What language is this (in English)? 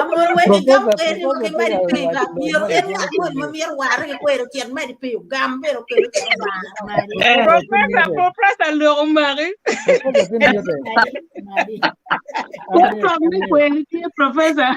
Acoli